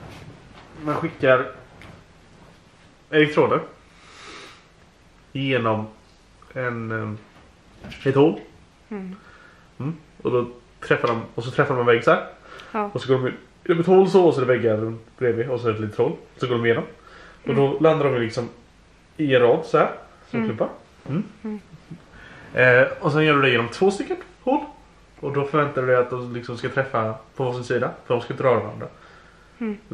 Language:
Swedish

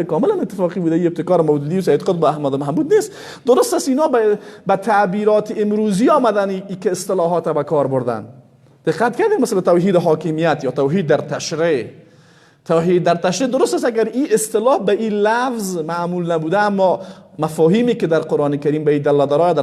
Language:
Persian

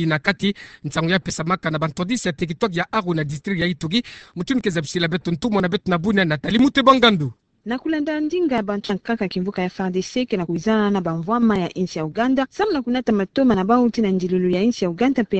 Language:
Kituba (Democratic Republic of Congo)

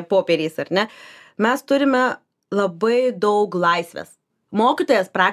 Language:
Lithuanian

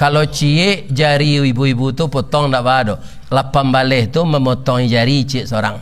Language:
Minangkabau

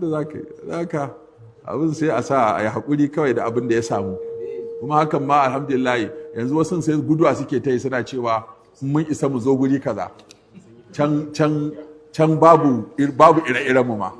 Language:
Hausa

